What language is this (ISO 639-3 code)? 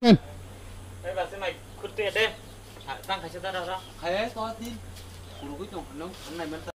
trp